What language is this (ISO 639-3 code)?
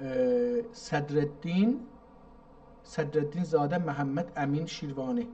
azb